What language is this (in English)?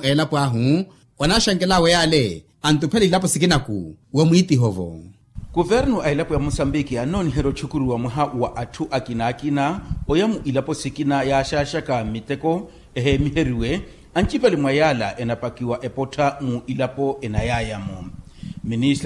Makhuwa